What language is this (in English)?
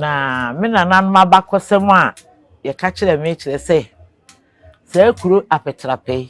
Akan